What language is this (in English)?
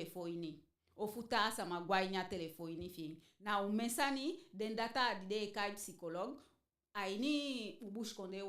Eastern Maroon Creole